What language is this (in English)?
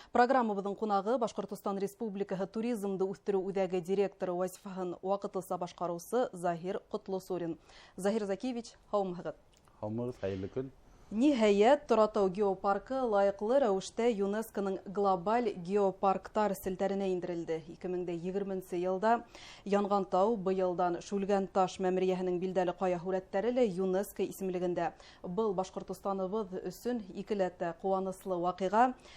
Bashkir